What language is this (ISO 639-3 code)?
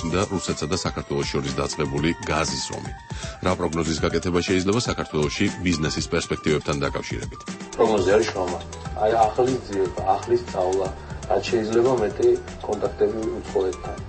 kat